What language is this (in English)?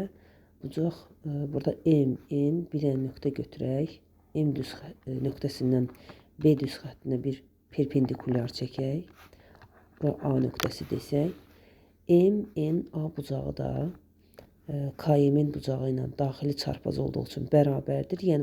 Azerbaijani